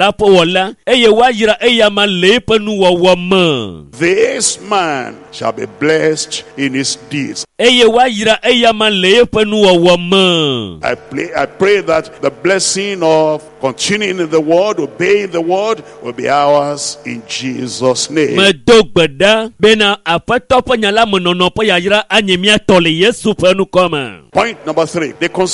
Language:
Ewe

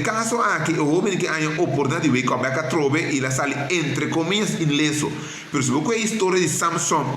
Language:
Papiamento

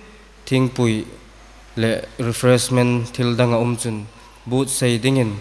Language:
Hmar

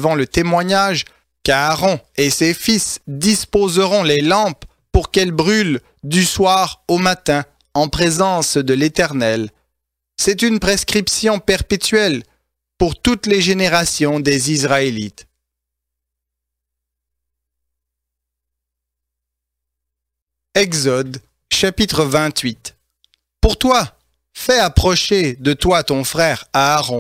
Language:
French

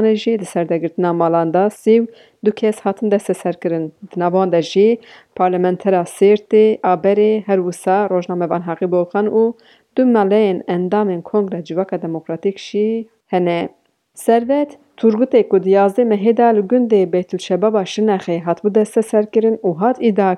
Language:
Kurdish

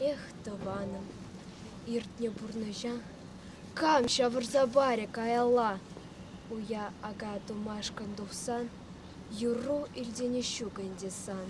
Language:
Chuvash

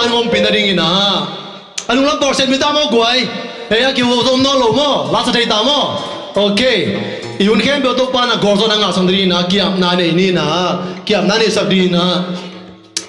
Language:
Tedim Chin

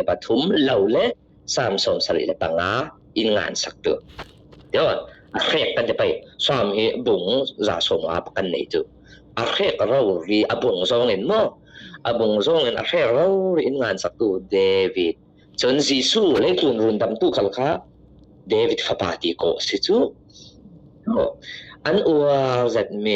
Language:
Falam Chin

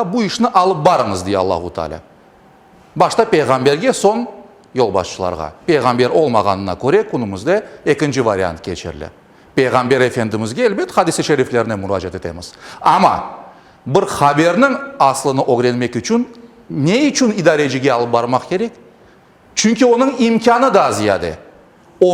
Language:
Crimean Tatar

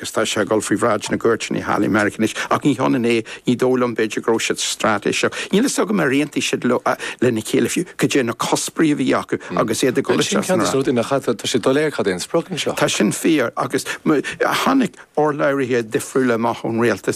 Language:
Irish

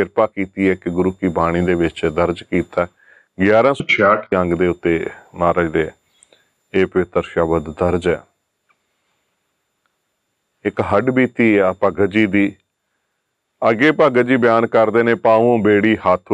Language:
Punjabi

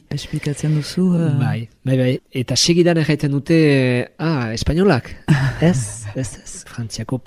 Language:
Basque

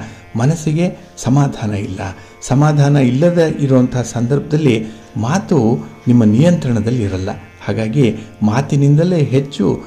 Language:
Kannada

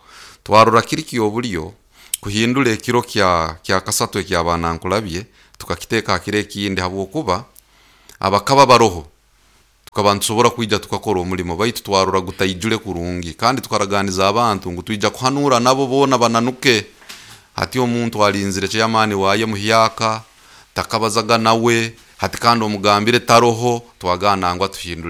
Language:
Nyoro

